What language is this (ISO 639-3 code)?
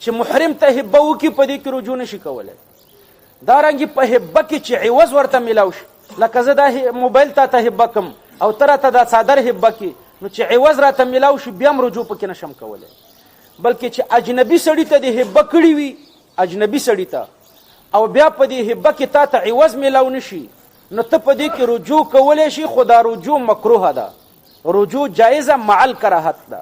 pus